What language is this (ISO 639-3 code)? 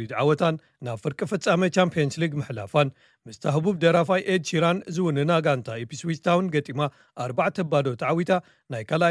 tir